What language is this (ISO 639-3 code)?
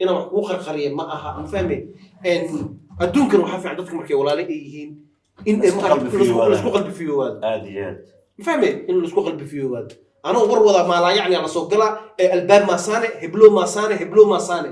som